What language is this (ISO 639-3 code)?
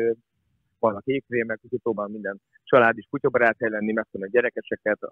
hun